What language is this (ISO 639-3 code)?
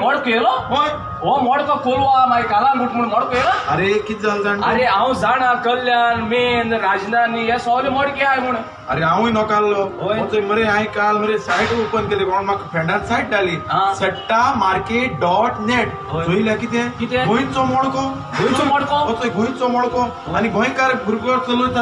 kok